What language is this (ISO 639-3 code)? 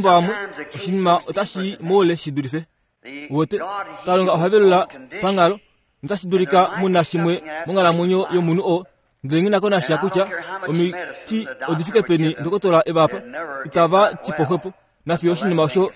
kua